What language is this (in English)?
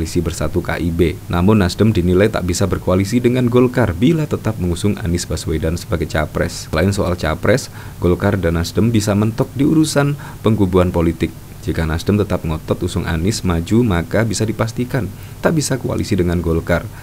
Indonesian